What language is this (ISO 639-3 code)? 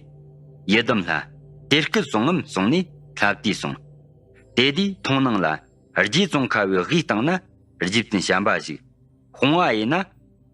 bod